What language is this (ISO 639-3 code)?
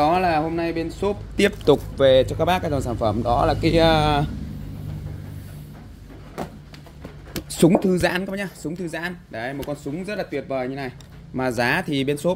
vie